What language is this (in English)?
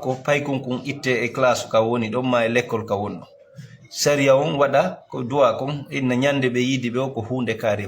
Fula